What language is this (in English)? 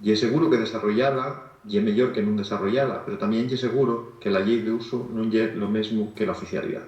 Asturian